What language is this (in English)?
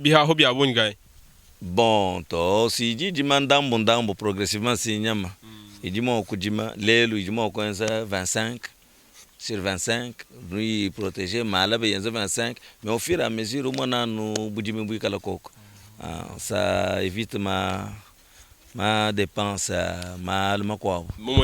Luba-Lulua